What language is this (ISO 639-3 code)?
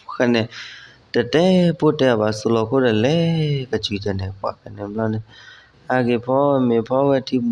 ksw